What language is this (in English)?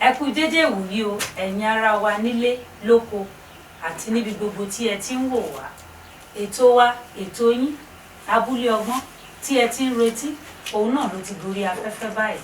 Yoruba